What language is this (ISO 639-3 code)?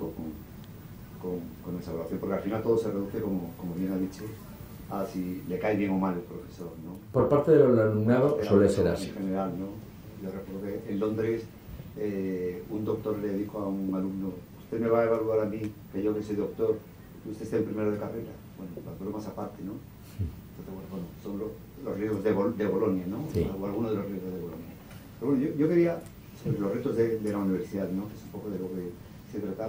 spa